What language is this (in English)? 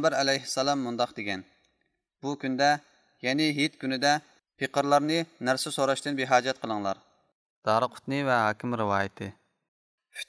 Uyghur